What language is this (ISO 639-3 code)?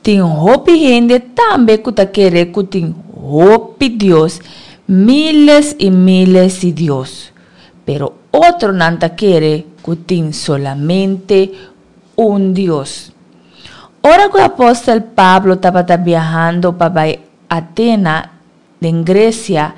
pap